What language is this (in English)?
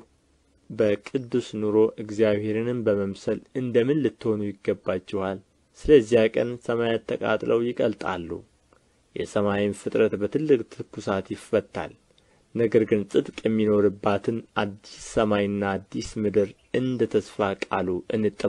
Amharic